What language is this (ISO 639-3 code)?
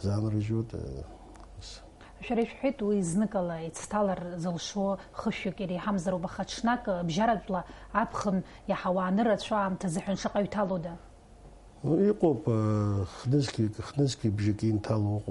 abk